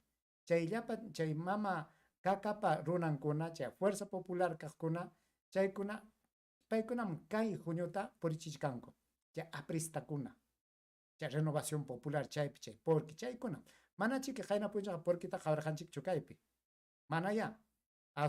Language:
Ayacucho Quechua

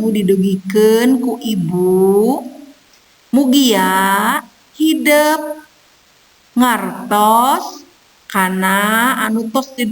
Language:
Sundanese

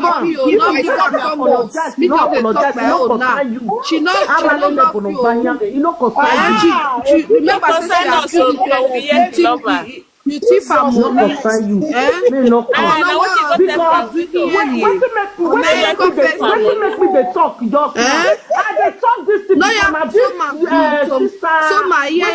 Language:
Nigerian Pidgin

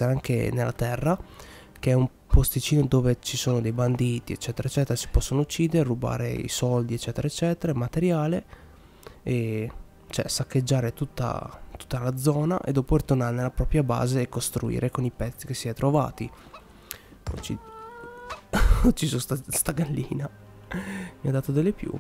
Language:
Italian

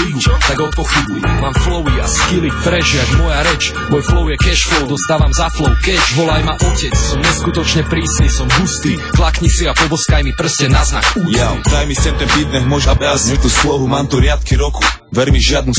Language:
Slovak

